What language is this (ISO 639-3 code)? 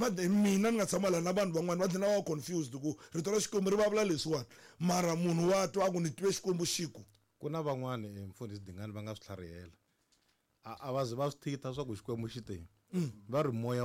tso